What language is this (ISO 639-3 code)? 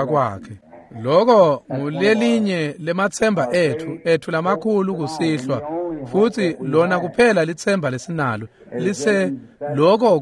ssw